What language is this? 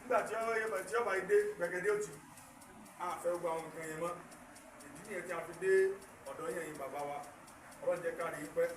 Yoruba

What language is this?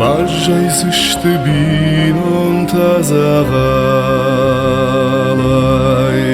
Ossetic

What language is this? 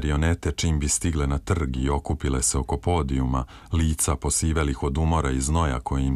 Serbian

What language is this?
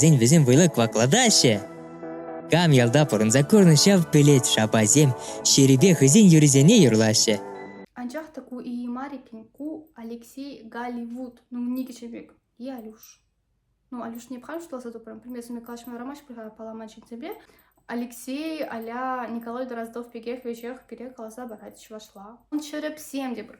Chuvash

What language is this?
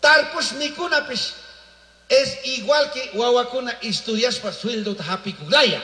Chimborazo Highland Quichua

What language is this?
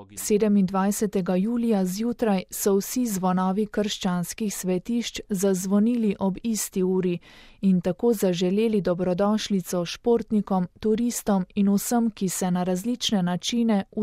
Slovenian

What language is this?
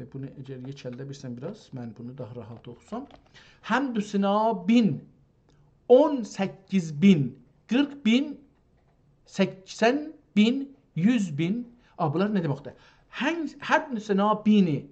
South Azerbaijani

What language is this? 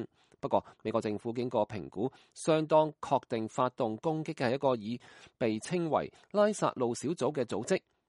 Cantonese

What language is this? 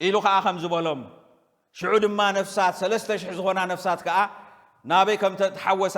Tigrinya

